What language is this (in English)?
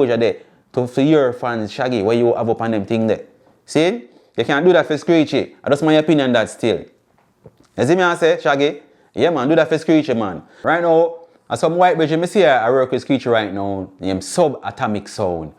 Jamaican Creole English